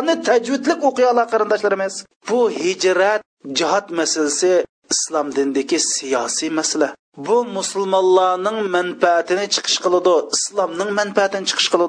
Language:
Uyghur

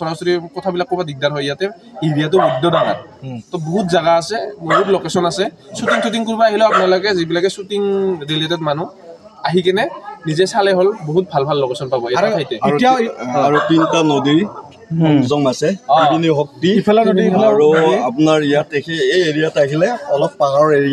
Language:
Assamese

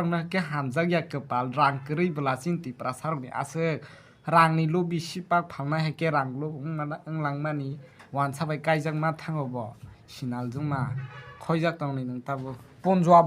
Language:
Kok Borok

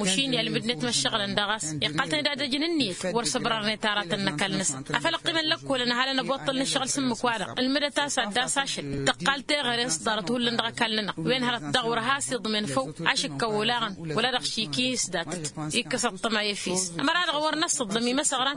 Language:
Tamasheq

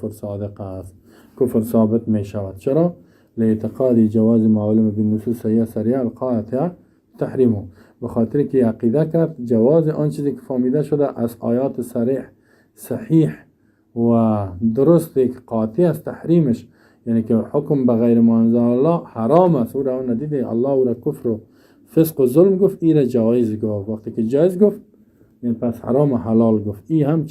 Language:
Persian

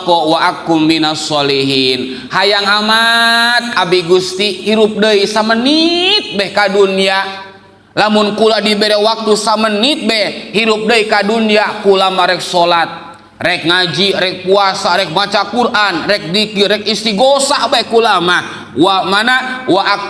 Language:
Sundanese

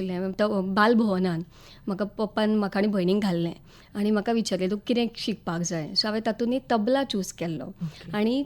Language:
Konkani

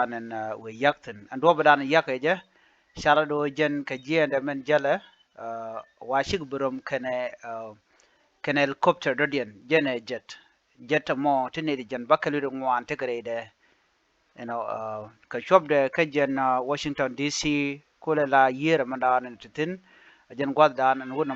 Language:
Nuer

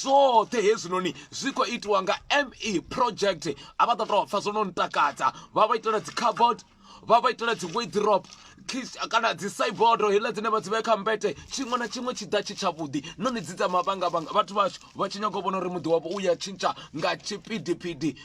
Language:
Venda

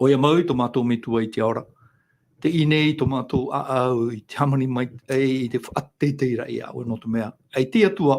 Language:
Tahitian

